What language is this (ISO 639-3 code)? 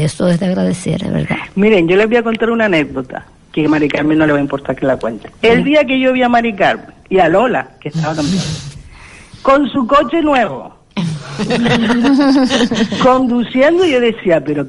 spa